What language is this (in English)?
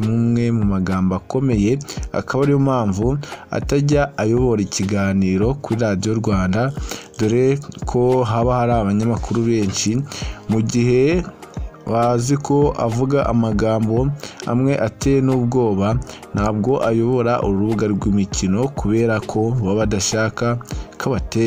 Kinyarwanda